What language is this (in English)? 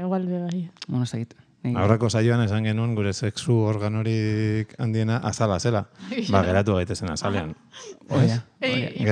Basque